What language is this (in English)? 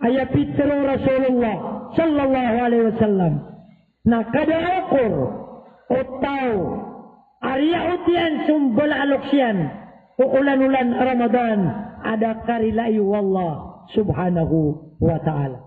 Maranao